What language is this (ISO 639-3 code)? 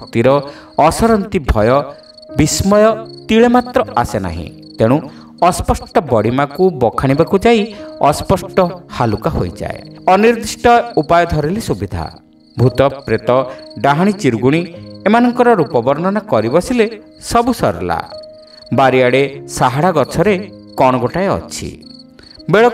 ori